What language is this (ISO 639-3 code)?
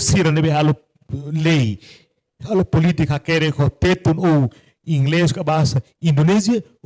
tet